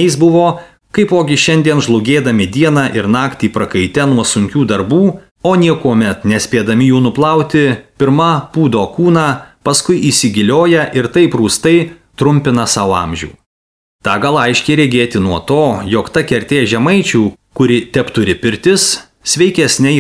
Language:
Lithuanian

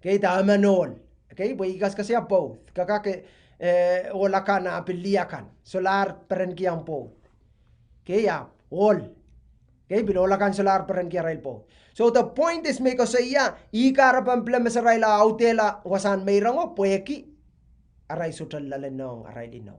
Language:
Pohnpeian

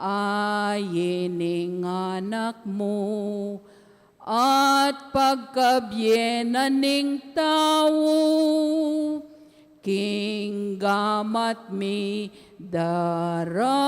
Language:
Pampanga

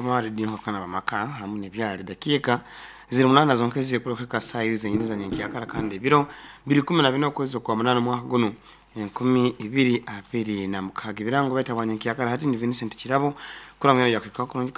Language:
Nyoro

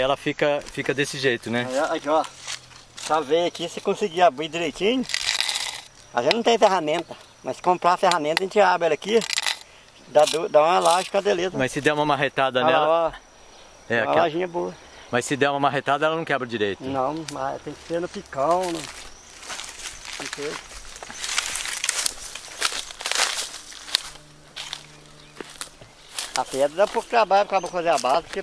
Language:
Portuguese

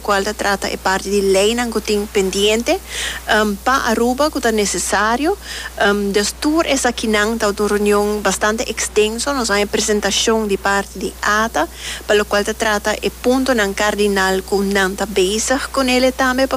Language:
Papiamento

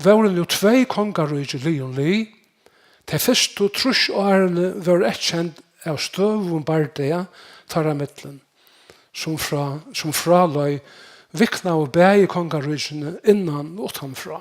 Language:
Faroese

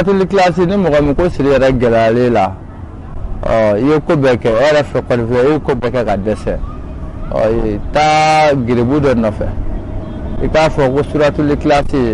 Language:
Bambara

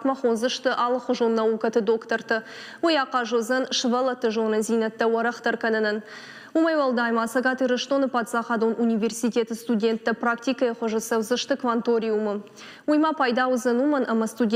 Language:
Ossetic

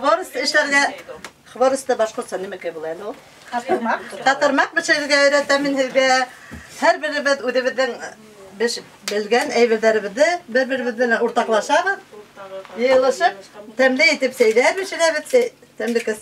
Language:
Bashkir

